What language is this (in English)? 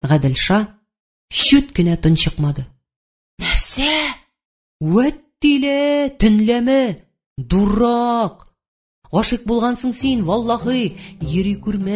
Tatar